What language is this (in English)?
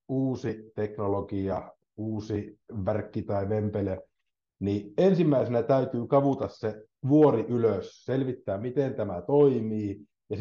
Finnish